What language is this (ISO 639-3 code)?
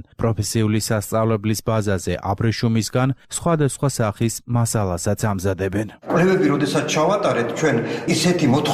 kat